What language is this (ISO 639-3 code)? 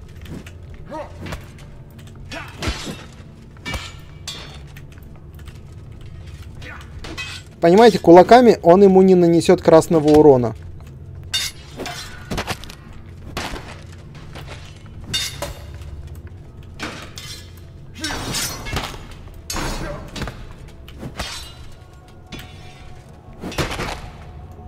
rus